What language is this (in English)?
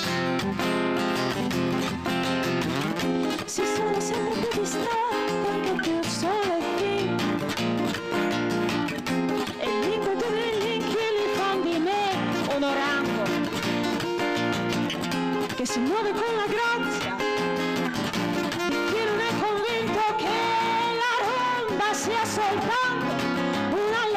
Italian